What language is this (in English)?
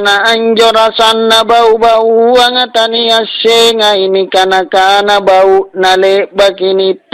Makasar